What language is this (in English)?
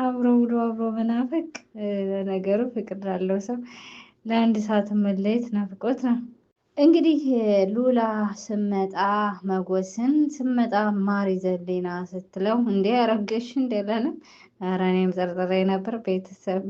Amharic